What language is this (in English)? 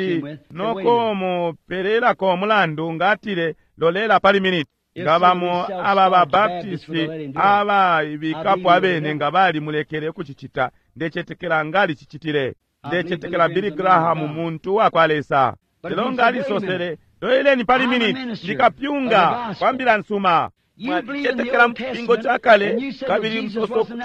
Bemba